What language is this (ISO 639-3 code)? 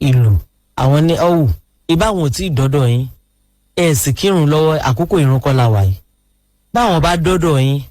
yor